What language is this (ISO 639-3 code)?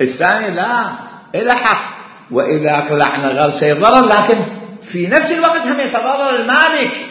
acm